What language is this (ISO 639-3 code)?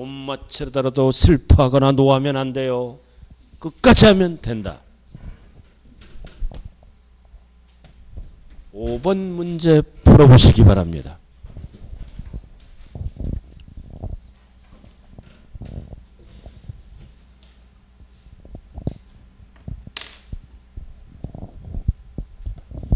kor